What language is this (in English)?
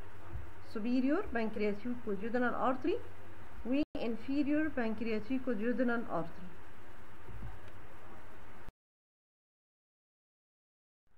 Egyptian Arabic